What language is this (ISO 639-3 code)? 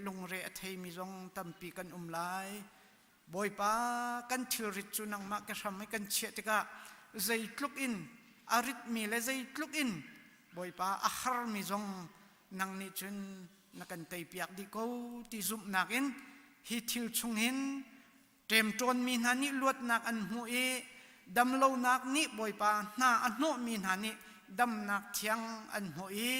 cnh